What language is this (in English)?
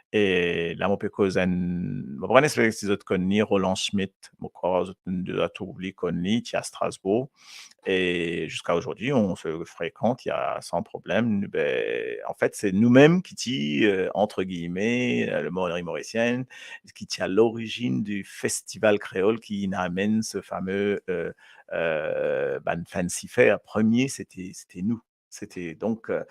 Morisyen